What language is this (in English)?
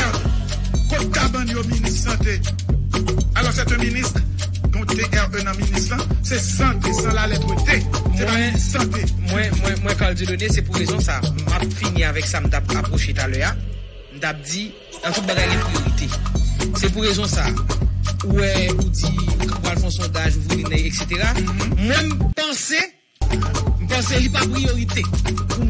Haitian Creole